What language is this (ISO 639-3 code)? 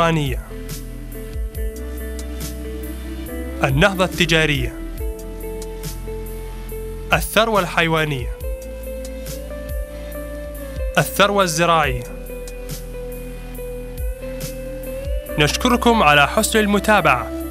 ara